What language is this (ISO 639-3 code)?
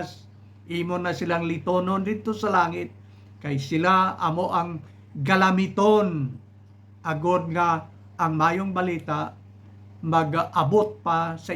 hil